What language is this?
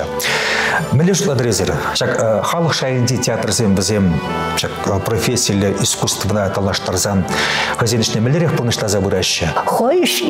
Chuvash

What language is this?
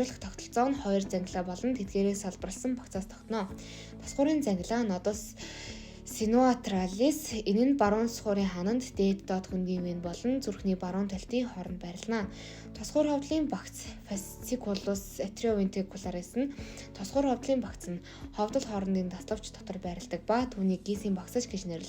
Mongolian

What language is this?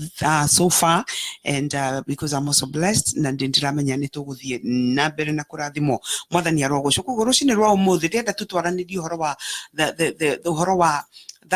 Kikuyu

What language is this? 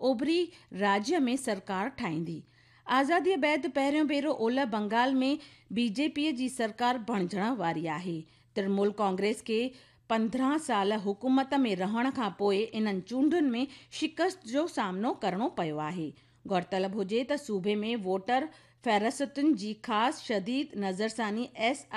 Sindhi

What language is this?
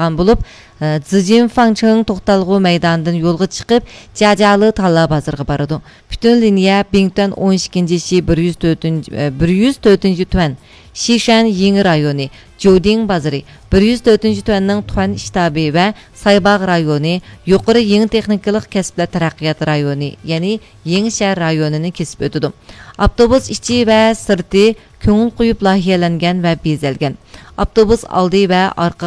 Uyghur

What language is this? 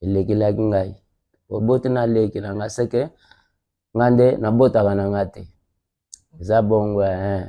Lingala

